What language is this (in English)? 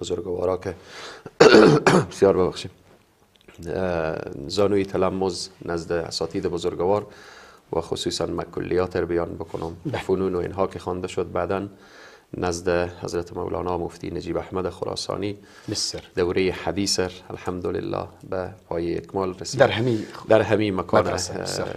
Persian